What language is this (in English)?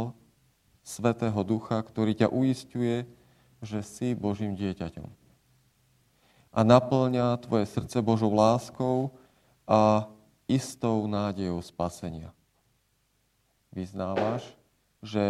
Slovak